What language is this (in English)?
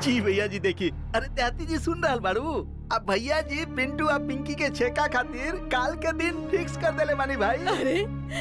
Bhojpuri